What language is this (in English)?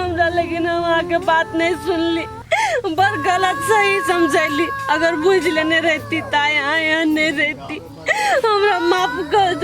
Maithili